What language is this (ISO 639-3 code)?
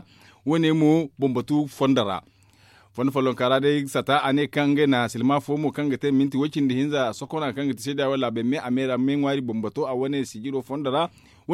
dje